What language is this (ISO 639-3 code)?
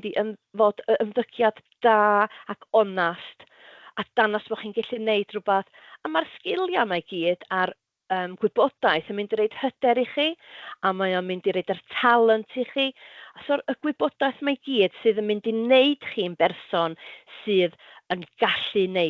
cym